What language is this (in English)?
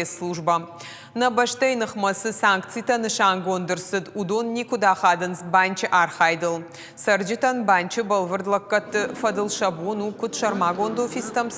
Ossetic